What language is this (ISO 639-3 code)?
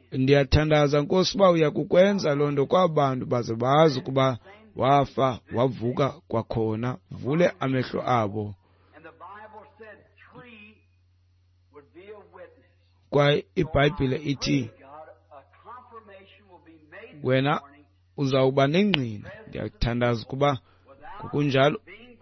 xho